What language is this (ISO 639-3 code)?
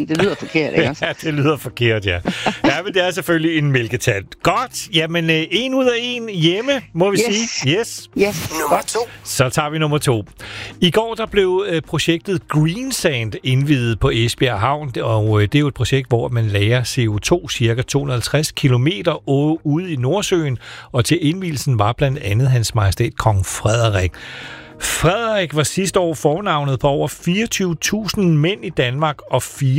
dan